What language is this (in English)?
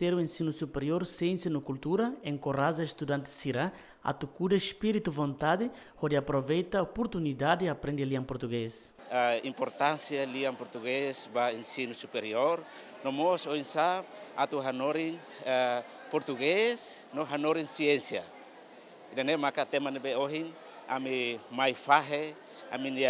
Tetum